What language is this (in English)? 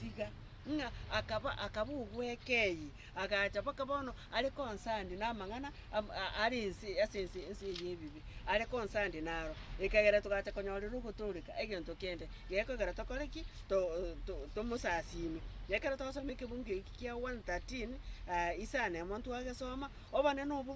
Gusii